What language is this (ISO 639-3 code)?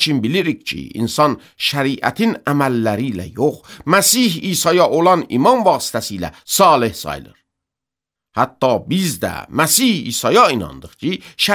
aze